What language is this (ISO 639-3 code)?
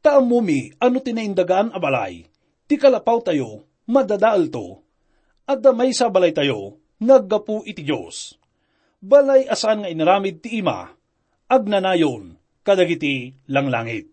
ilo